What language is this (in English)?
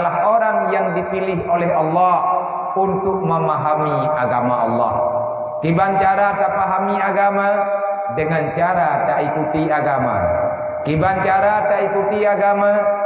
Achinese